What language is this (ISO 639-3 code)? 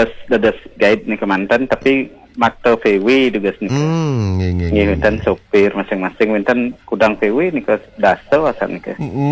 ban